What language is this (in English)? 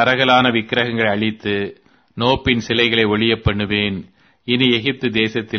Tamil